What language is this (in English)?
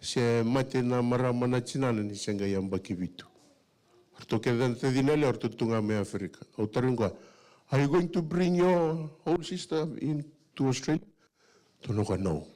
Fijian